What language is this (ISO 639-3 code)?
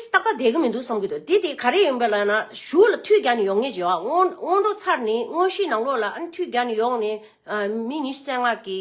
bod